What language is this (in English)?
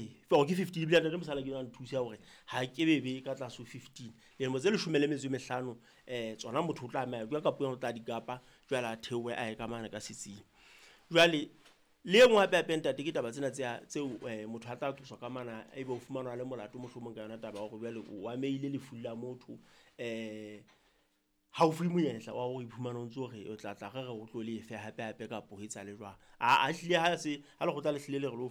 Southern Sotho